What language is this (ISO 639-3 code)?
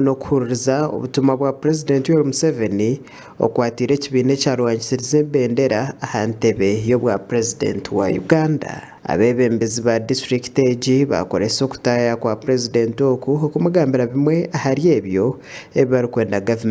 nyn